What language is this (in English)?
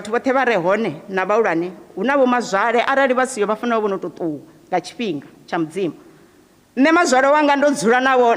Venda